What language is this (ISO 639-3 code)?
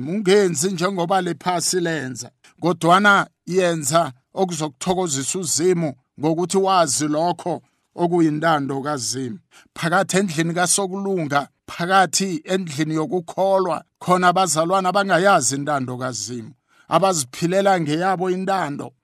nbl